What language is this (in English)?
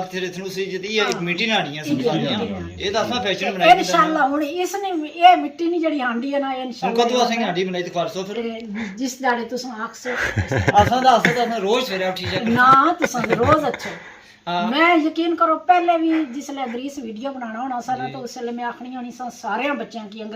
Pahari-Potwari